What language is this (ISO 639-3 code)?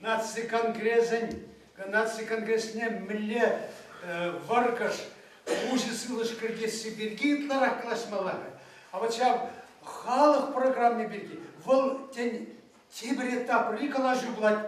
chv